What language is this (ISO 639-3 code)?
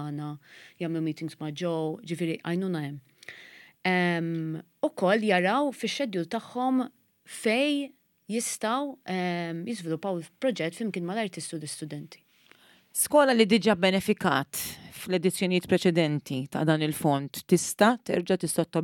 mlt